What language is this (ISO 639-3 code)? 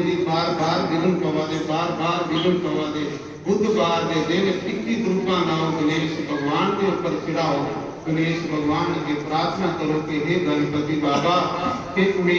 doi